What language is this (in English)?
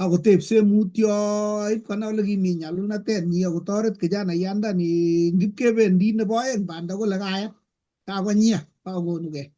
Kalenjin